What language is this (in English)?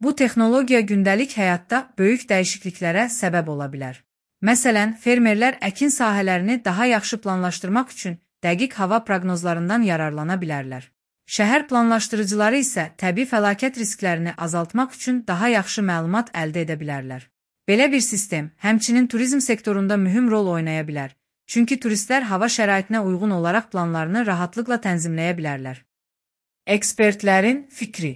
Azerbaijani